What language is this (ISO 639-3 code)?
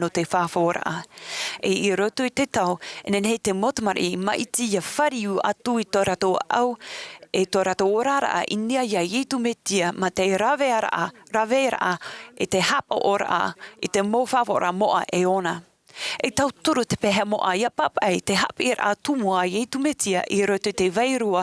tah